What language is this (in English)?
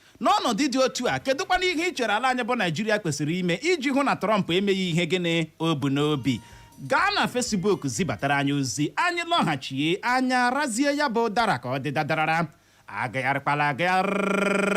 Igbo